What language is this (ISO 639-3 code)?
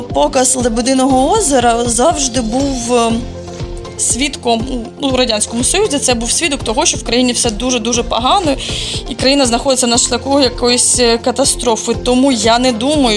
ukr